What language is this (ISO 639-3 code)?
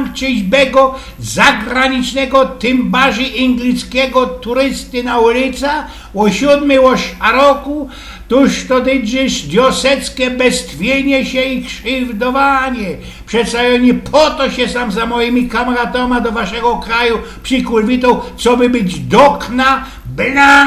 szl